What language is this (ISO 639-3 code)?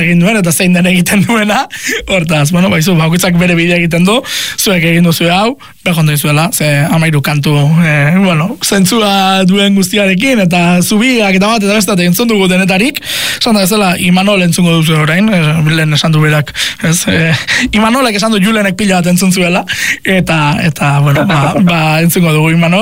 eus